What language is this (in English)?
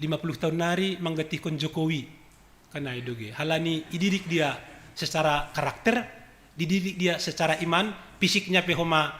Batak Simalungun